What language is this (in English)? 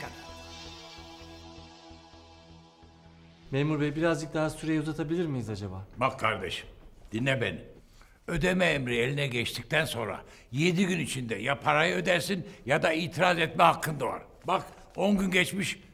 Turkish